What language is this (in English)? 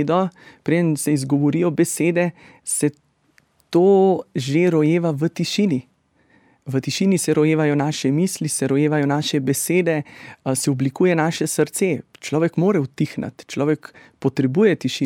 Slovenian